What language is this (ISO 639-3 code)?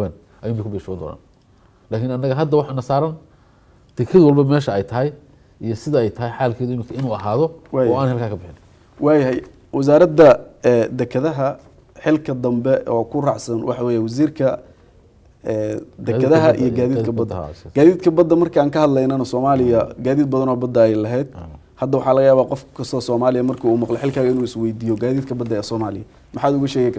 som